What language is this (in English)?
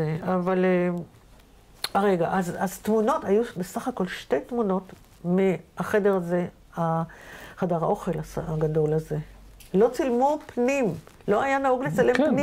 Hebrew